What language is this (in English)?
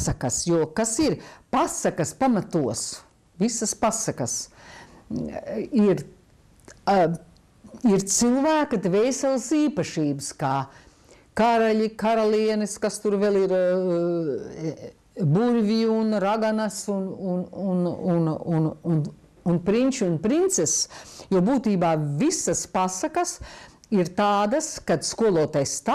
Latvian